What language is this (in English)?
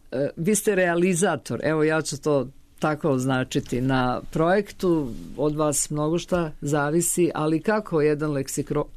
Serbian